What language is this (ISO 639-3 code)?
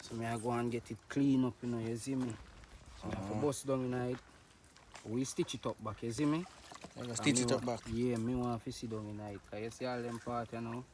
jam